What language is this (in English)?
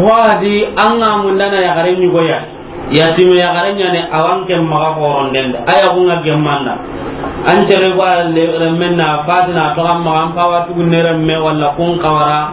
Soninke